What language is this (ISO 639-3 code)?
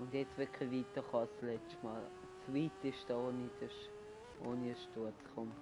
gsw